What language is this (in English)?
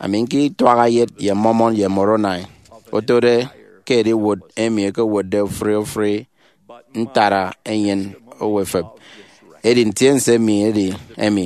Efik